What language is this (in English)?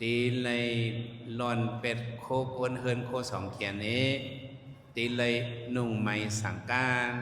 Shan